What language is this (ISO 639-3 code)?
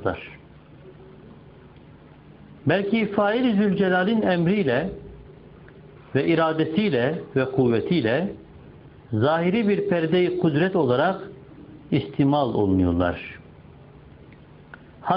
tur